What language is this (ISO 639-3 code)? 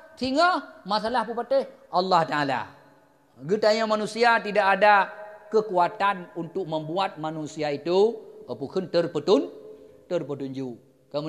ace